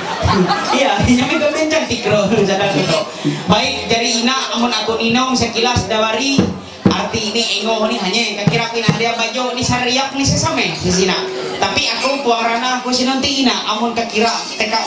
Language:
Ma'anyan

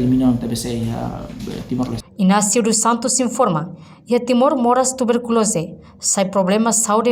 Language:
Tetum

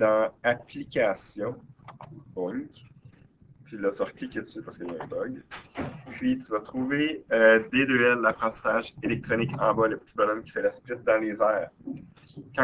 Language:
French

